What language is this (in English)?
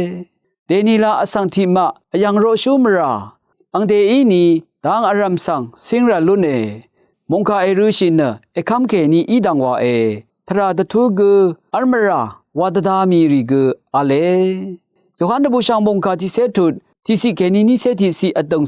Rawang